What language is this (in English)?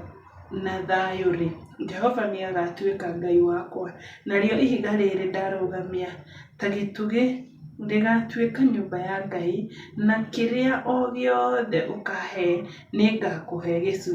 Kikuyu